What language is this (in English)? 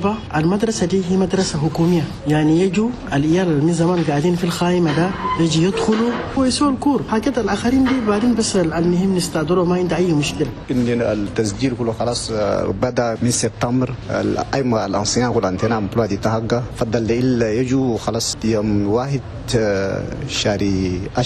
Chadian Arabic